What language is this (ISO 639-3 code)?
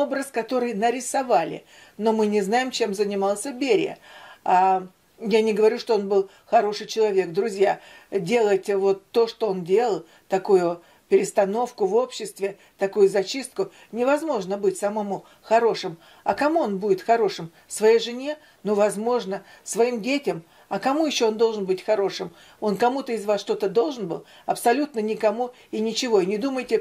rus